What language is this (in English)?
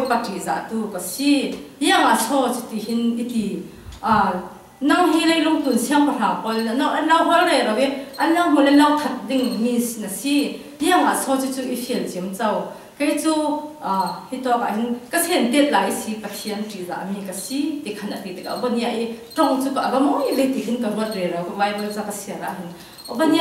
Hakha Chin